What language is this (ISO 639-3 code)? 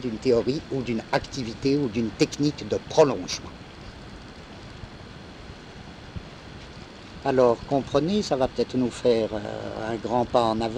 fra